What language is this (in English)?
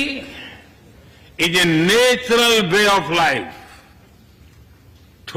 English